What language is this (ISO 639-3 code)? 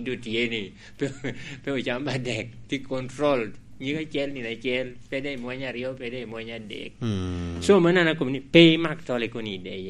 laj